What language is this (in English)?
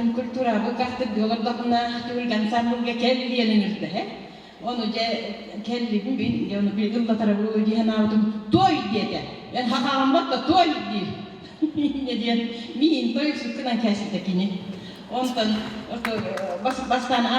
Yakut